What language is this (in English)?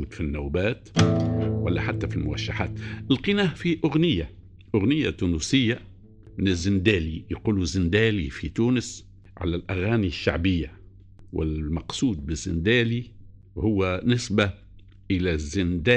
Tunisian Arabic